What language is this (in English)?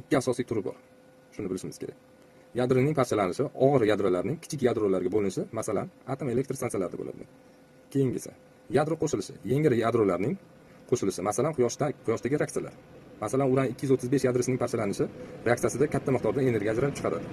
Uzbek